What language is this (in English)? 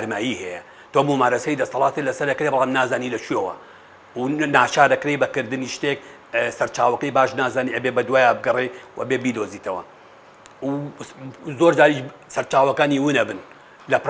Central Kurdish